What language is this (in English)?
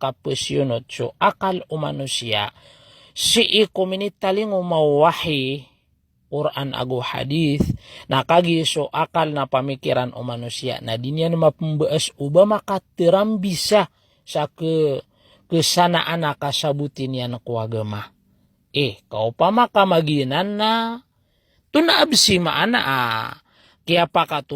Maranao